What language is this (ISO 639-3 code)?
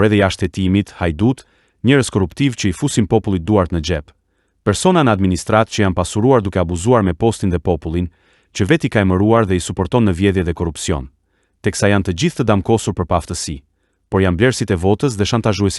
sqi